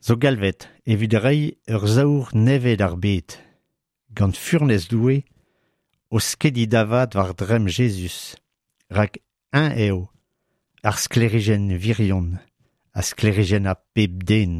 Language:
Breton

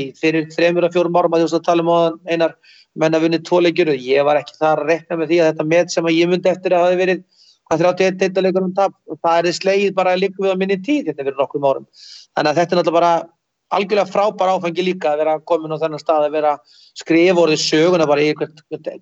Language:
Icelandic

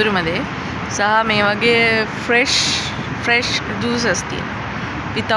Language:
Sinhala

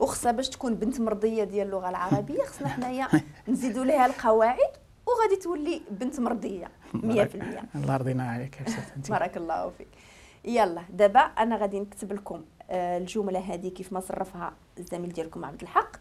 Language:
Moroccan Arabic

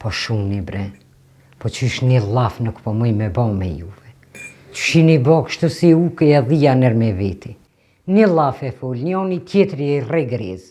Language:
Albanian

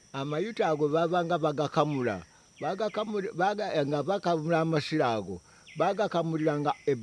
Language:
Ganda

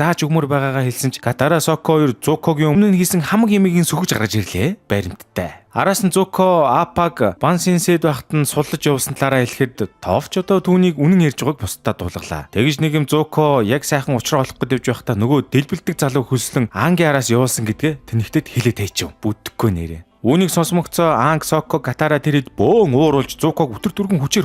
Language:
Mongolian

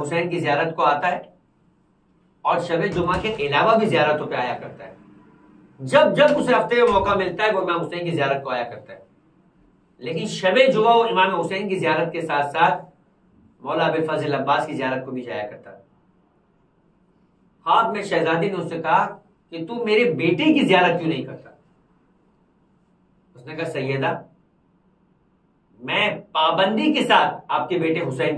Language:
Urdu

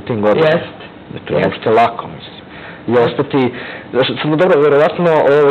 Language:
Serbian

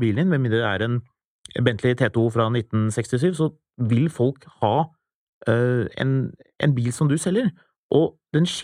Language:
Norwegian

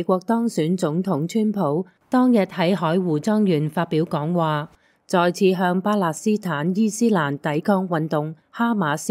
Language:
Cantonese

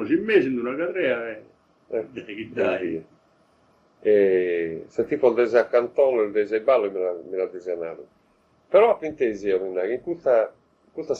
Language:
Sardinian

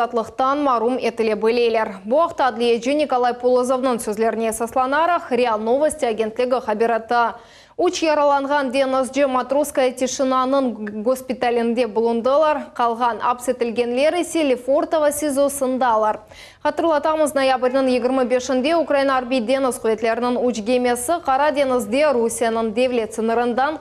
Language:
Crimean Tatar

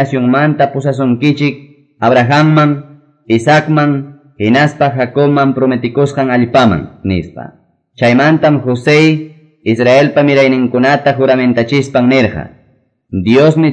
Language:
Quechua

